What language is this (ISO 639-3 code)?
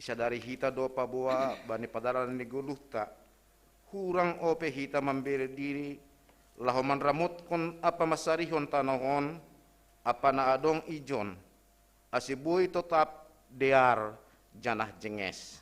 bts